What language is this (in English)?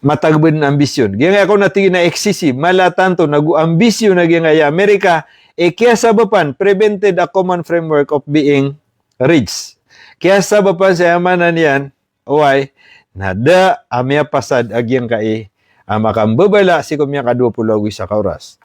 Maranao